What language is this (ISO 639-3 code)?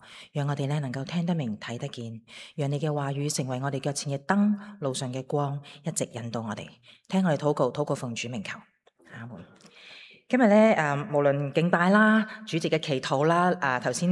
yue